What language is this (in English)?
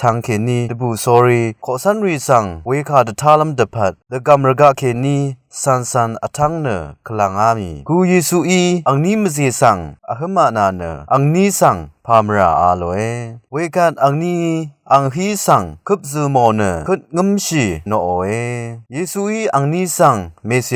Rawang